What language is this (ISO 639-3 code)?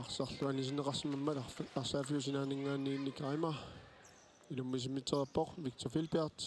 kal